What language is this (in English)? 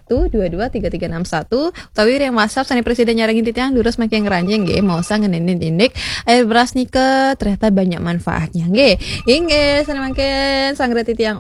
Balinese